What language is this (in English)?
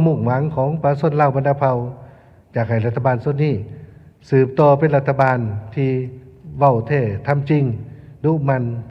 Lao